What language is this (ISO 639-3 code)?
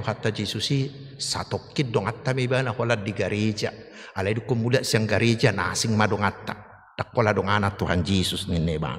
bbc